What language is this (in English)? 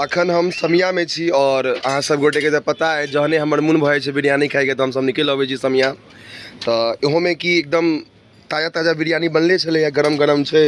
Maithili